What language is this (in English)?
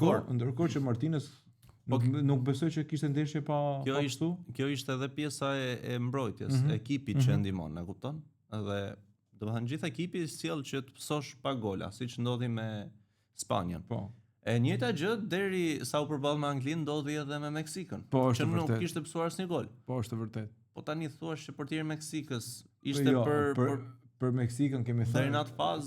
Albanian